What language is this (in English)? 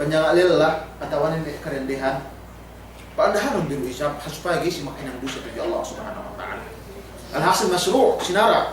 Yakan